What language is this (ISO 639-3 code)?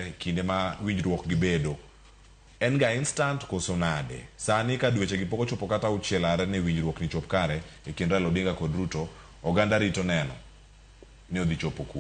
luo